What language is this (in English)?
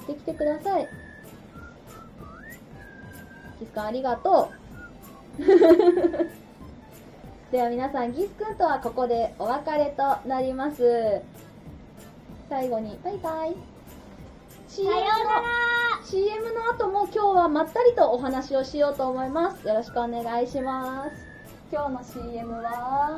Japanese